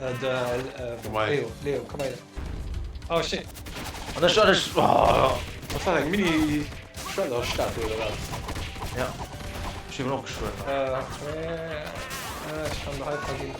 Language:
Luxembourgish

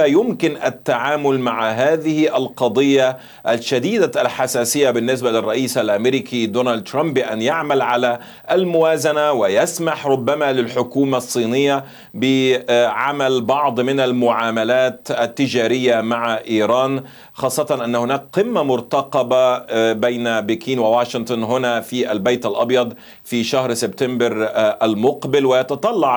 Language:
Arabic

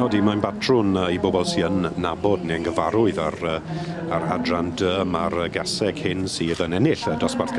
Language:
Welsh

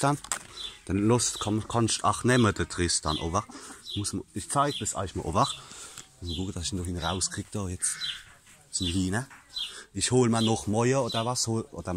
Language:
Palatine German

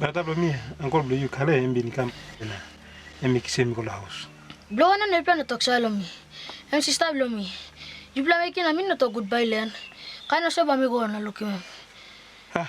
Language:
Tok Pisin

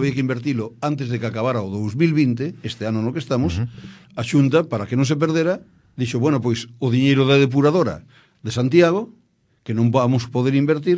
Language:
Galician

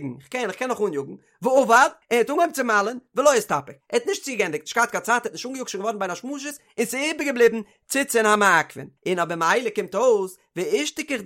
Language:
Yiddish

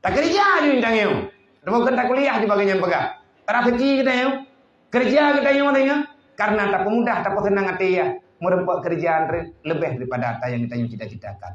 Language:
Achinese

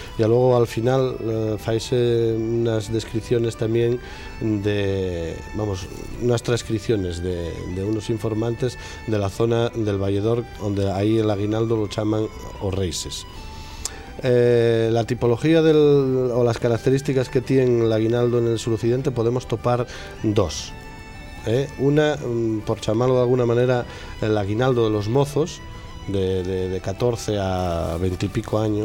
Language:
Asturian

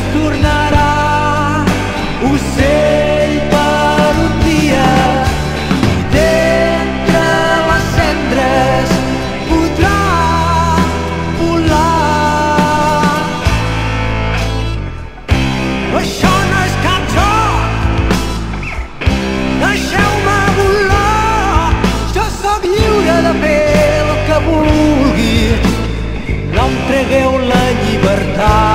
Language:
Catalan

